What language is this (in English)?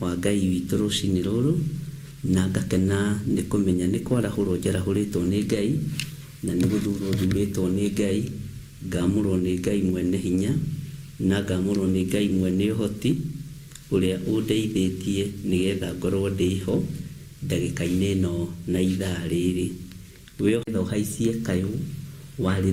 Kikuyu